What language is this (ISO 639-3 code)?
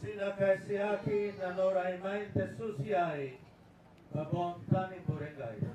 gil